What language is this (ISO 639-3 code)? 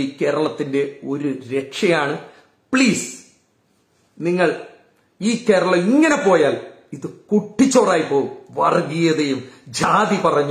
mal